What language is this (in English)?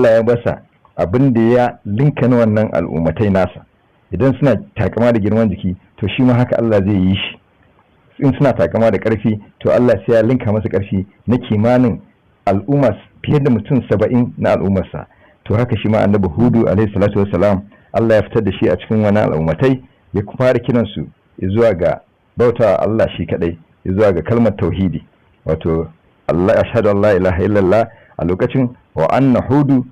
Hausa